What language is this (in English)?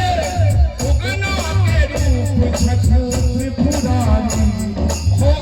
Maithili